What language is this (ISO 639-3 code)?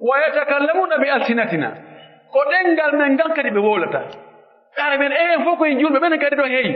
fuf